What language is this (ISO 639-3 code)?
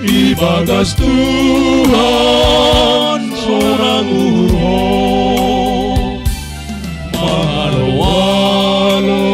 bts